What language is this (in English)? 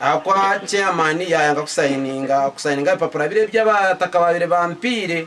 Nyankole